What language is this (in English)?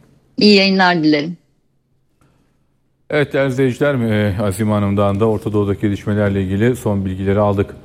Turkish